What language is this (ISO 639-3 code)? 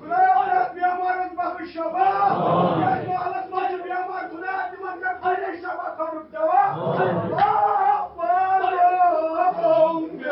kas